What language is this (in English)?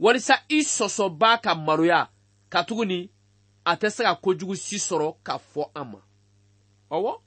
Bambara